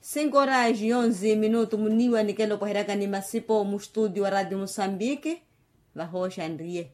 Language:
Makhuwa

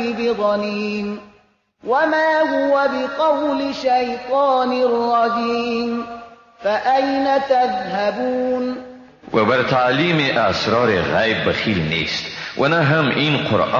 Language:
Persian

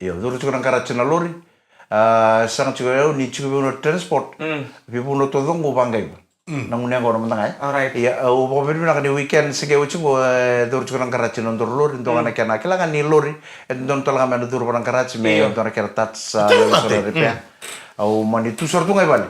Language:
Fijian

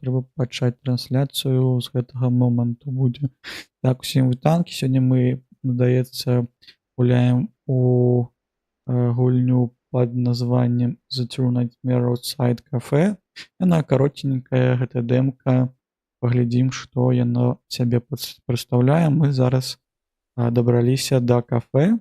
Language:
Belarusian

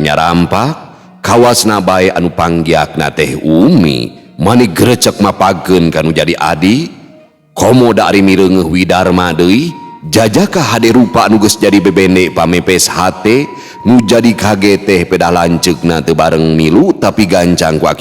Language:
Sundanese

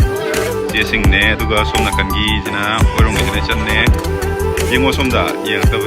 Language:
Manipuri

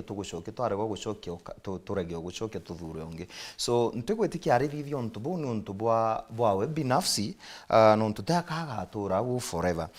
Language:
Meru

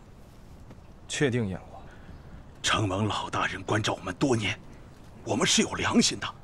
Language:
Chinese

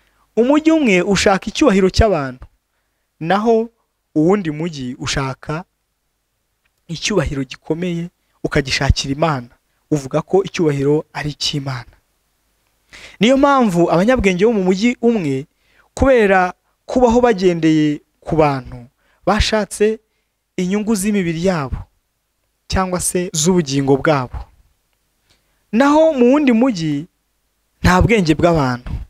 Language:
Kinyarwanda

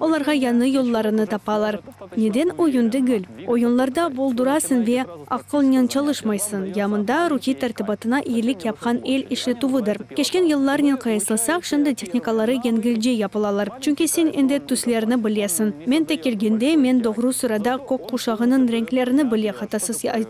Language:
Crimean Tatar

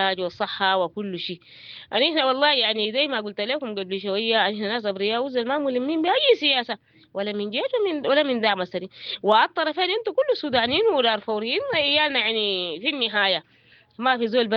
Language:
Sudanese Arabic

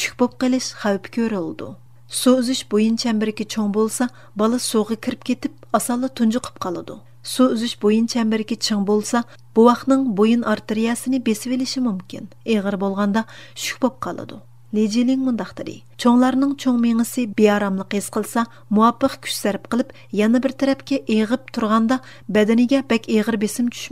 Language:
Uyghur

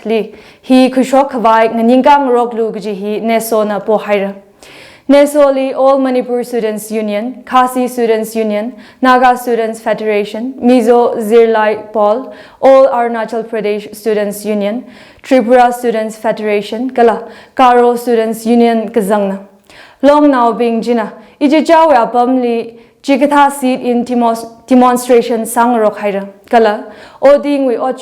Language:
Tangkhul Naga (India)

